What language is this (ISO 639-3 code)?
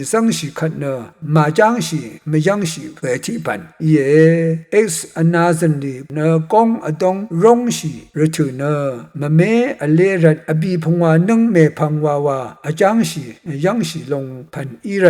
raw